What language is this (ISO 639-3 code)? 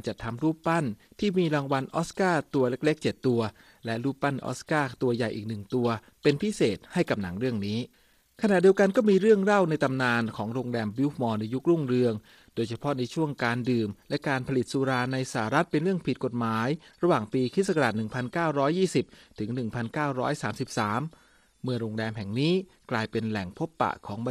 tha